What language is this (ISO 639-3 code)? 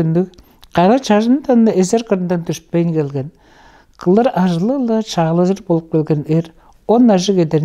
tyv